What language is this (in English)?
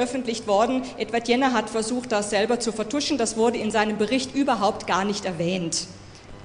German